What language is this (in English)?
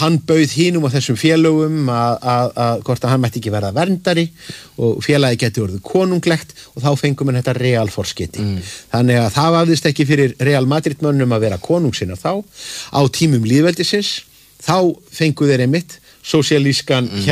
Icelandic